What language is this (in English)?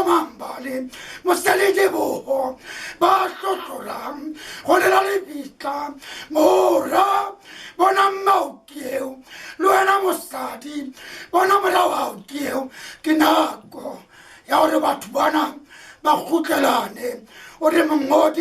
Southern Sotho